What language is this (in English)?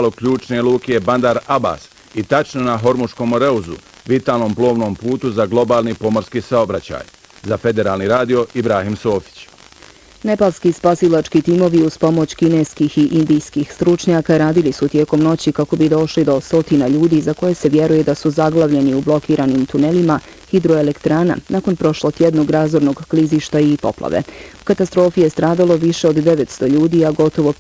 Bosnian